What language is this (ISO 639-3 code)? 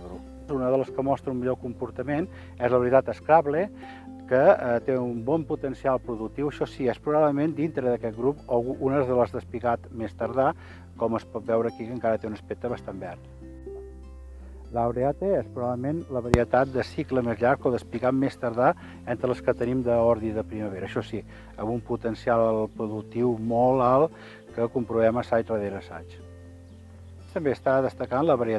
cat